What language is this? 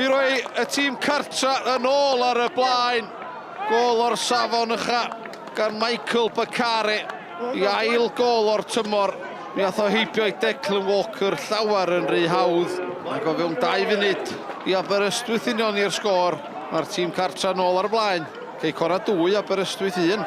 Welsh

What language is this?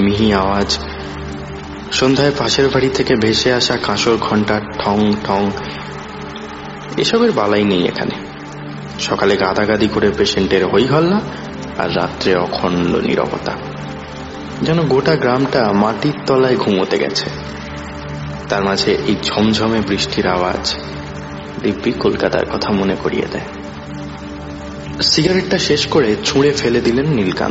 Bangla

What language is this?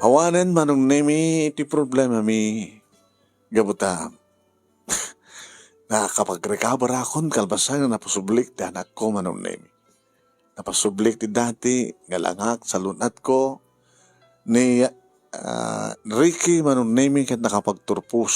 Iloko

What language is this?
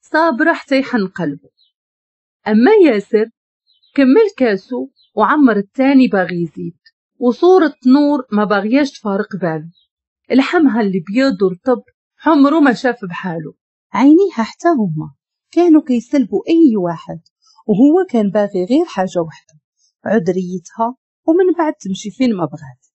Moroccan Arabic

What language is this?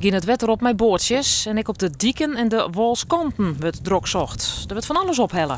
Western Frisian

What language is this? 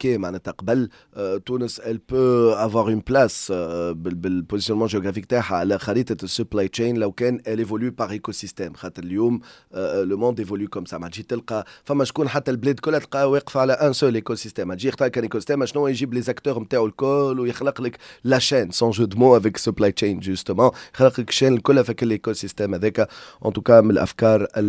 Tunisian Arabic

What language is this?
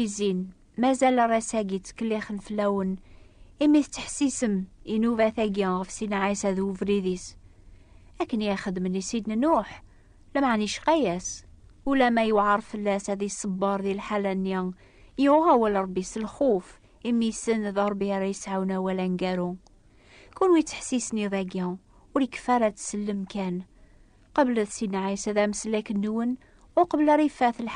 Kabyle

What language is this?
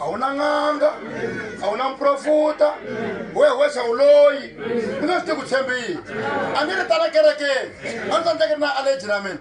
Tsonga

